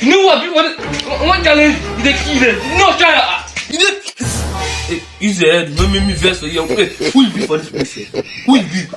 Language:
Nigerian Pidgin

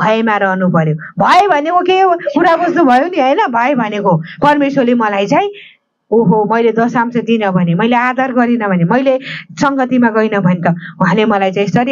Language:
Nepali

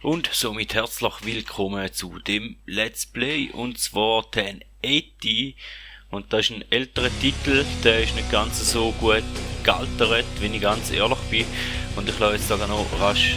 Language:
Swiss German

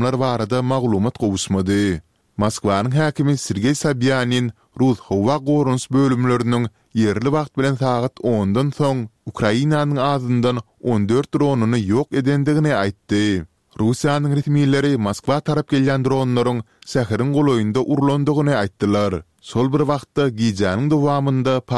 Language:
Turkmen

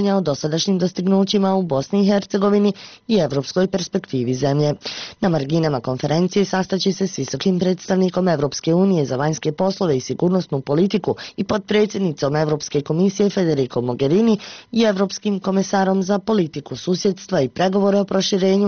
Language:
Bosnian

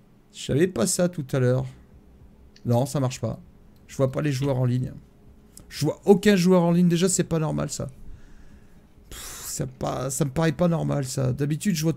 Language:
French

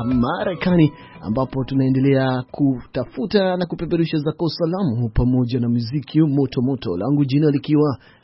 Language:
Swahili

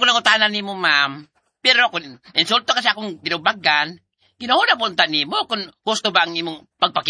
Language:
Cebuano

